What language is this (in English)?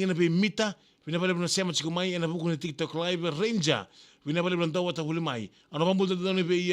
Fijian